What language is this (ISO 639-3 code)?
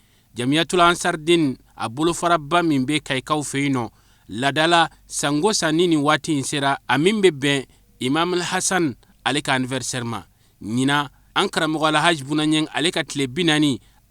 bam